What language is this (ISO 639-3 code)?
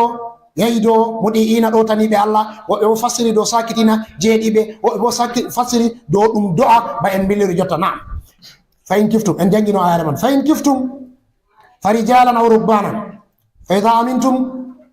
ful